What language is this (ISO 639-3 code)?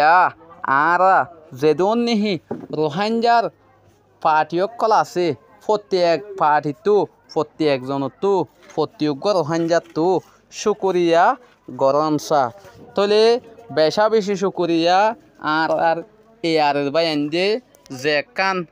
rhg